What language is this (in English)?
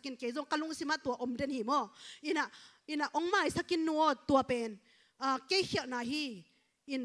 Tedim Chin